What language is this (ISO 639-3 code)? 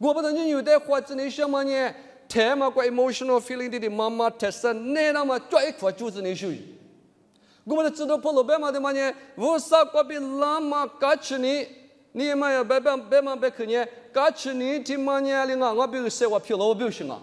lis